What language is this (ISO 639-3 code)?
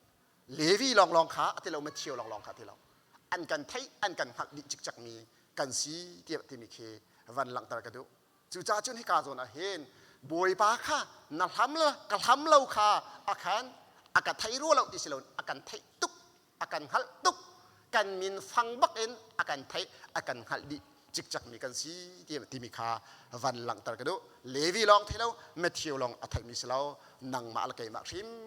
cnh